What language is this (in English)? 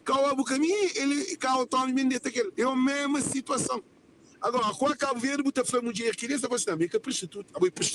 Kabuverdianu